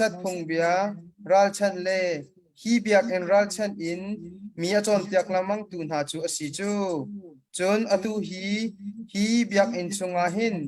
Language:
Hakha Chin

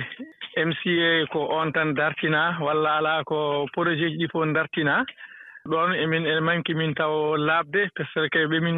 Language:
Fula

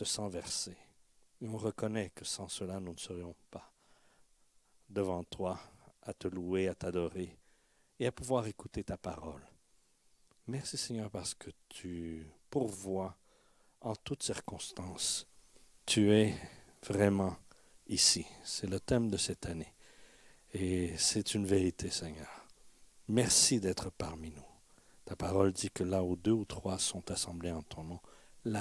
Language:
French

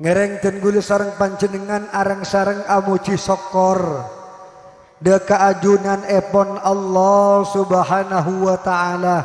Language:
Madurese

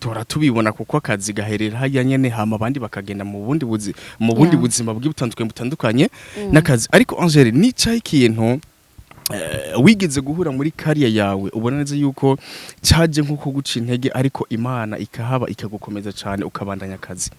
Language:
Rundi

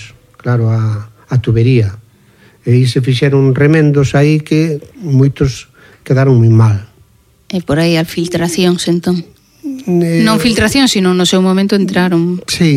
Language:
Galician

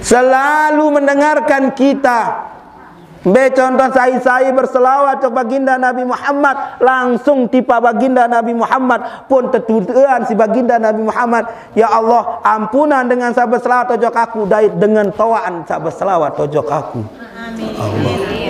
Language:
Sasak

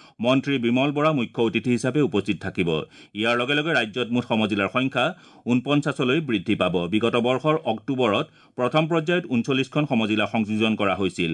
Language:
Assamese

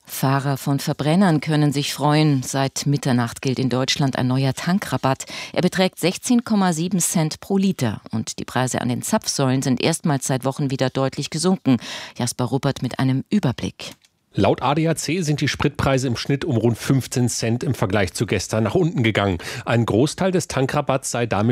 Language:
German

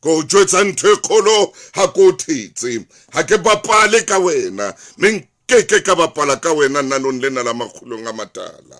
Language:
Southern Sotho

